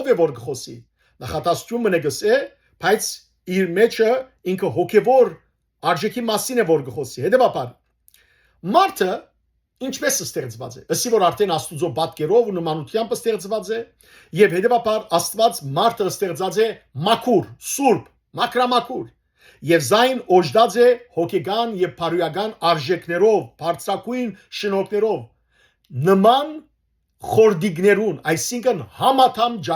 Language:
Western Armenian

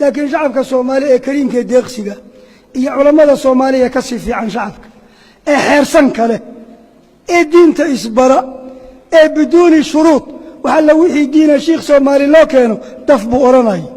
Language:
Somali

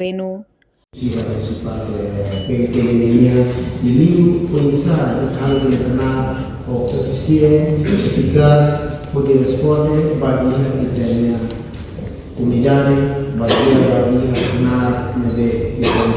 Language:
Tetum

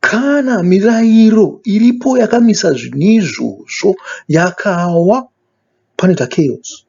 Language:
Shona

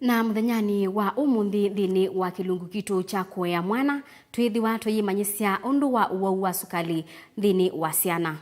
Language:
Kamba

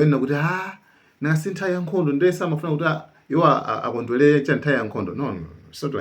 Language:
Nyanja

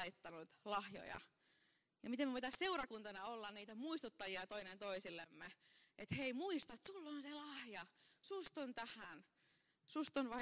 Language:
Finnish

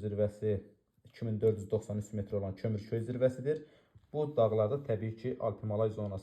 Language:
Azerbaijani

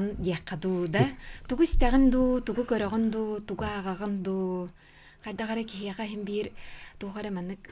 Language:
Yakut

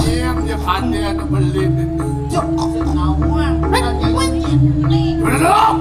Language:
Balinese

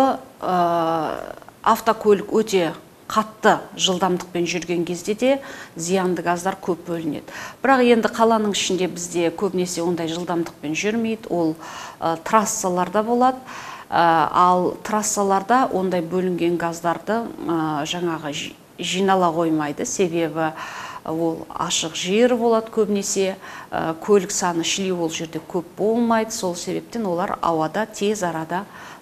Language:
Kazakh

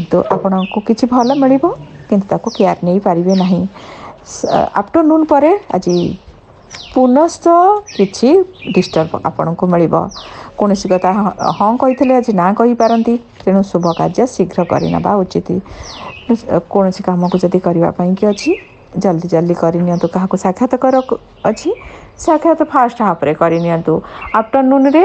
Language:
Odia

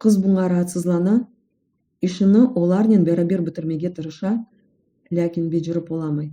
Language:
Crimean Tatar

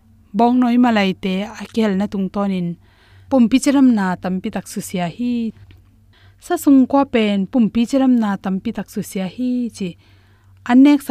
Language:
Tedim Chin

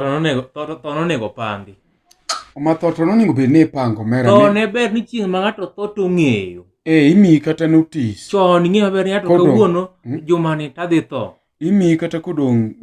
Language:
Luo (Kenya and Tanzania)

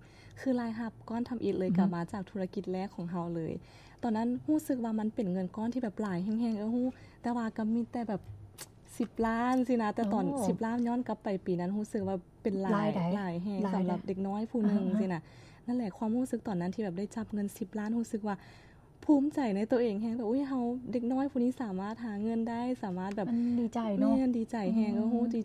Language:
Lao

